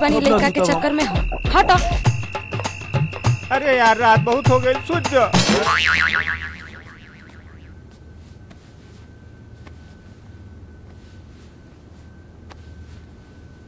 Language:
Bhojpuri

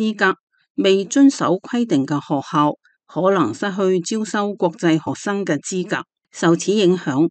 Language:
Cantonese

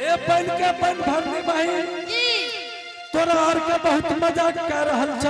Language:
Angika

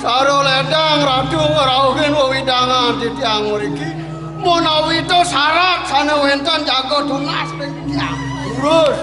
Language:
Balinese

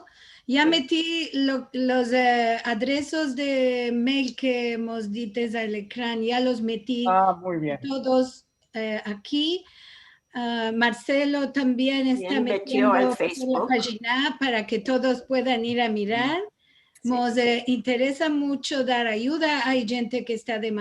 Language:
Ladino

